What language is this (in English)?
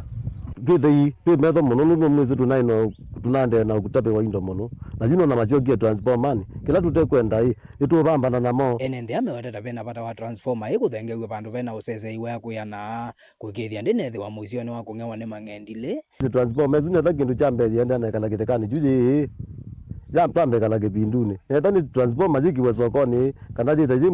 Kamba